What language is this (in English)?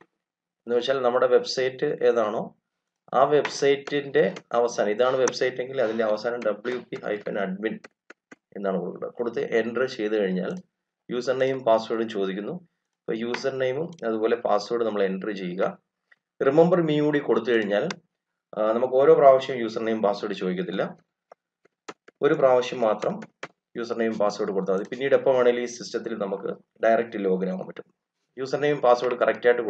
Malayalam